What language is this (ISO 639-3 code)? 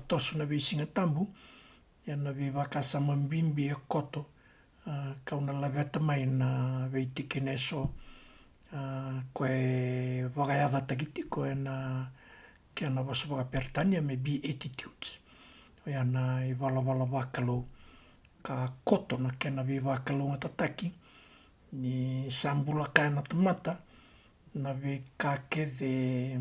fij